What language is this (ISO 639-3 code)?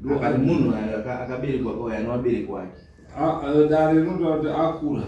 sna